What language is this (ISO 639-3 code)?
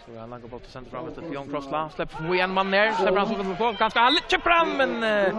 fao